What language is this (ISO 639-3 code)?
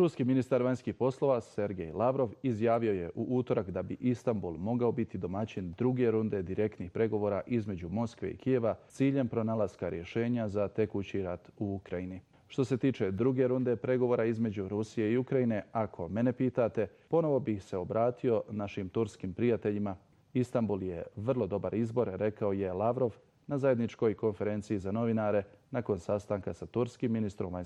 bos